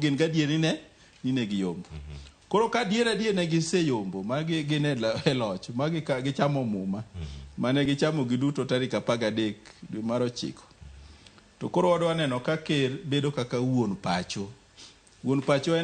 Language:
Luo (Kenya and Tanzania)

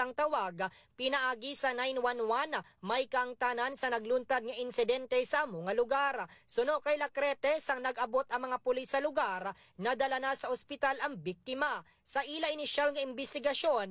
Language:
Hiligaynon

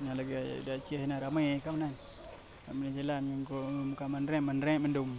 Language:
Achinese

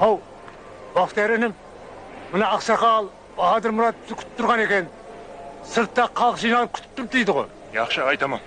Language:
Kara-Kalpak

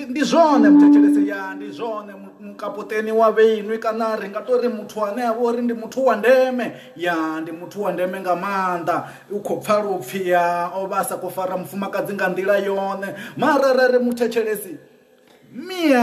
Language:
Venda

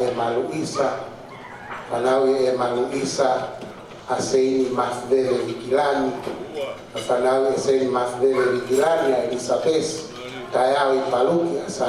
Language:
Tongan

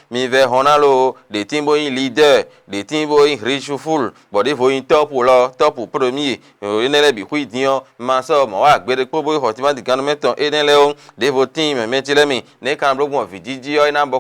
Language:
Fon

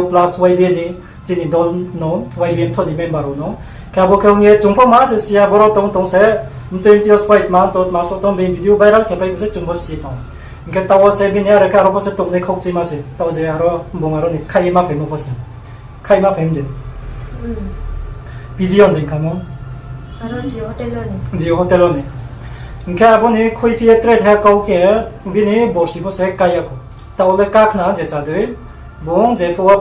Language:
Riang (India)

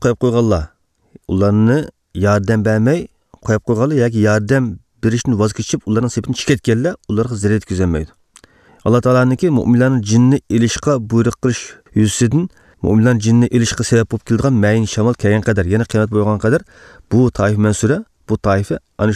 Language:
Uyghur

